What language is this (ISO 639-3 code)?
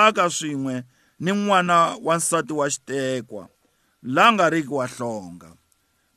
tso